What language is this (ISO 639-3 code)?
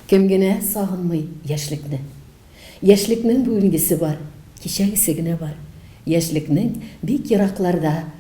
tat